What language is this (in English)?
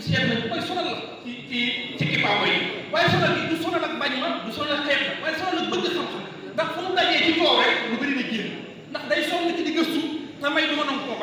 Wolof